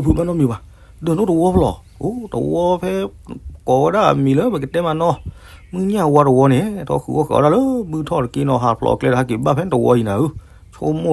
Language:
S'gaw Karen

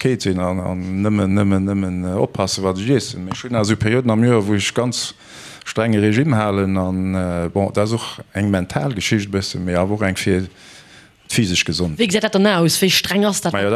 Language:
Luxembourgish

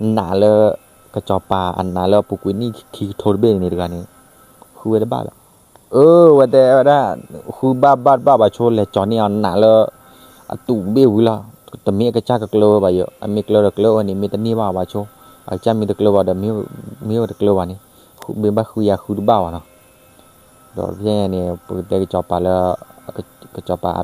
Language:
S'gaw Karen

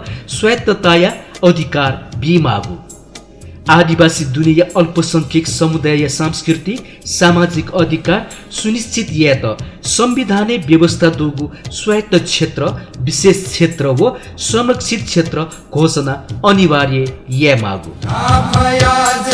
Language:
Newari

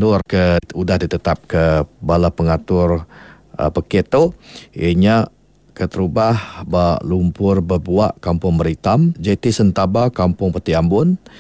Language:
Iban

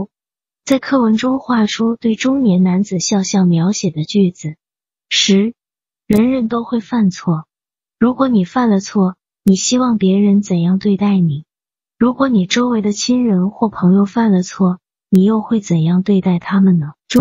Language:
Chinese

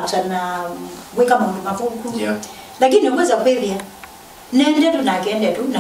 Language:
Kamba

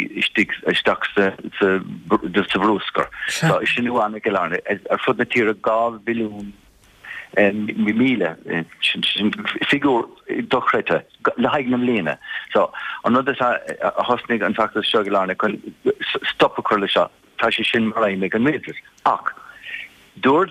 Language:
Irish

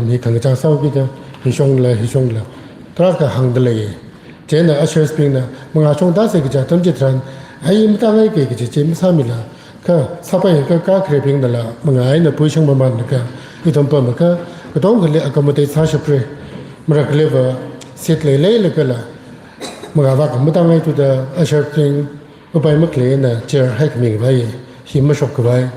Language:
Tangkhul Naga (India)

